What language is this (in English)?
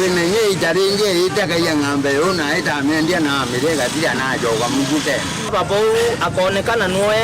Meru